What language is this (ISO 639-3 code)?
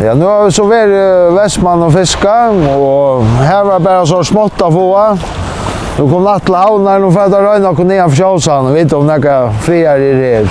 fao